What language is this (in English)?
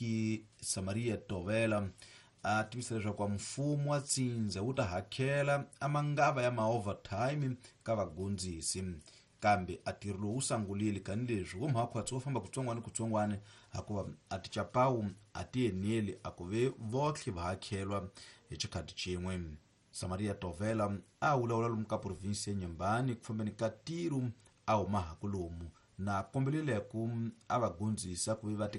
Tsonga